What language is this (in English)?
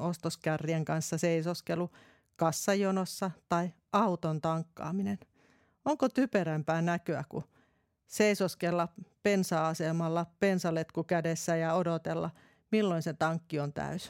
Finnish